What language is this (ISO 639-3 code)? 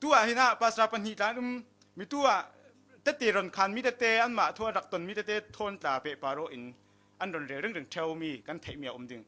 cfm